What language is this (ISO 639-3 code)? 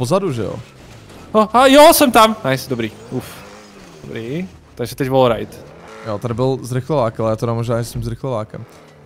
ces